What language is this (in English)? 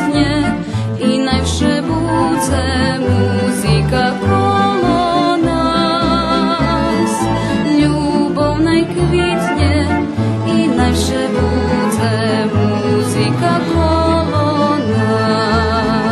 Rusyn